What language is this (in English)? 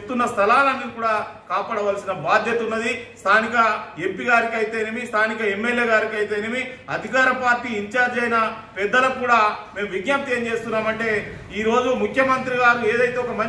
Telugu